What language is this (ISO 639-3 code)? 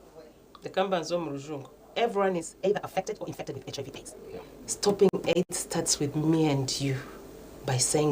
nyn